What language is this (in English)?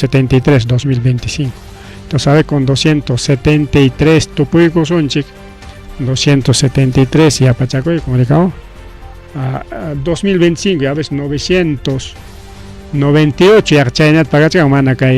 Ayacucho Quechua